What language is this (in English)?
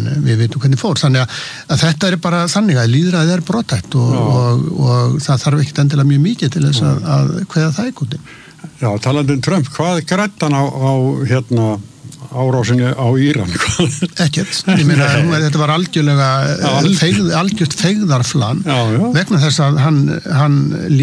Icelandic